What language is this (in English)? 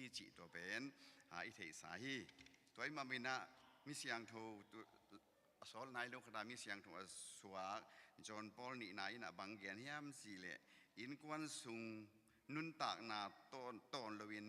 Tedim Chin